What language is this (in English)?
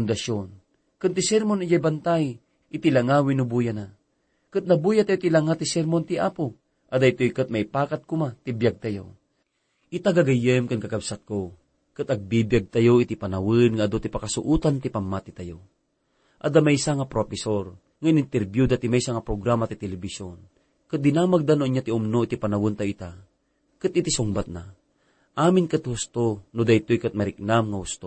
Iloko